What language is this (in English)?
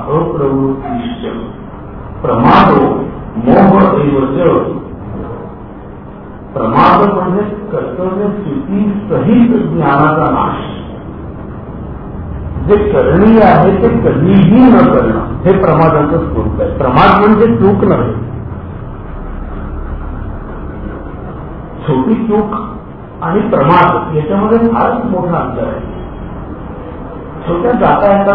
Marathi